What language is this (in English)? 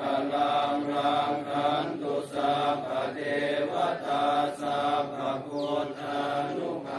Pali